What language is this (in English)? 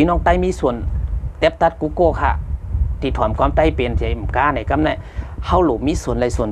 Shan